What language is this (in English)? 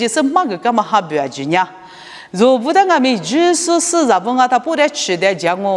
Lisu